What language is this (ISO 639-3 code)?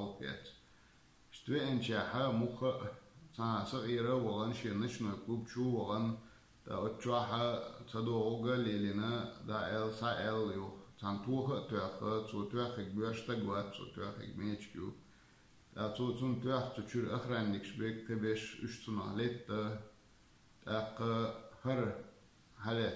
che